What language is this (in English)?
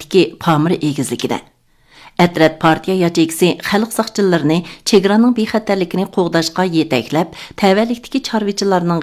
Uyghur